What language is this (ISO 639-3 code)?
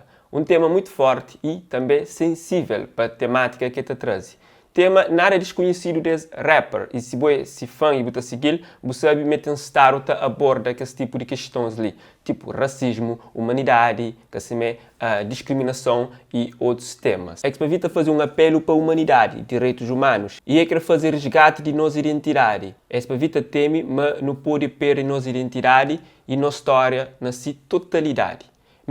kea